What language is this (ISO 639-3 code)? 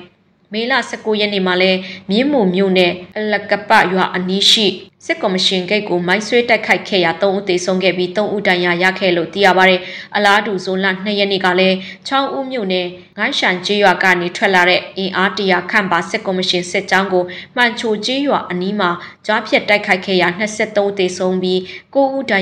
mya